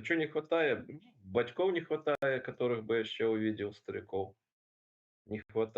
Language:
Belarusian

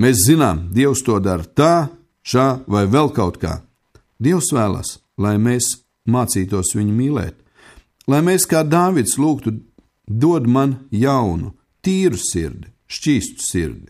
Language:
Latvian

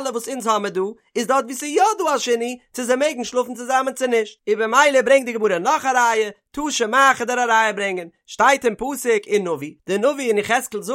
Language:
Yiddish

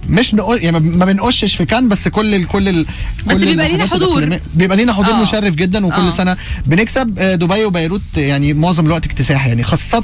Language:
Egyptian Arabic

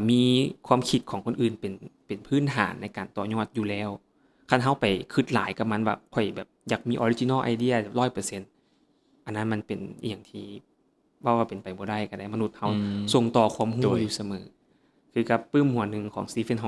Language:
Lao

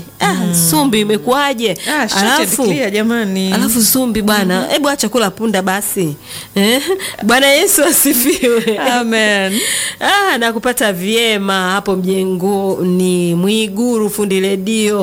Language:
Swahili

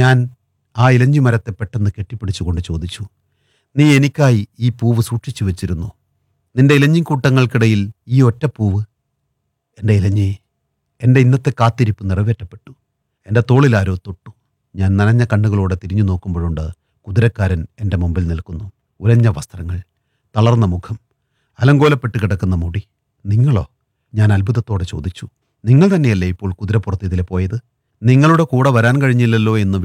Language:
Malayalam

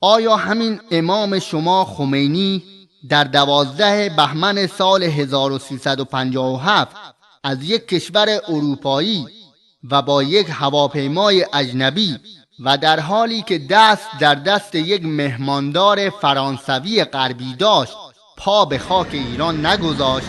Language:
Persian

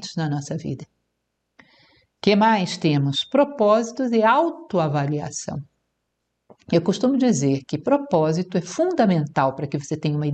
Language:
Portuguese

